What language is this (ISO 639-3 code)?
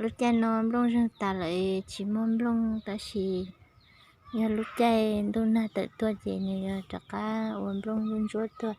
hmn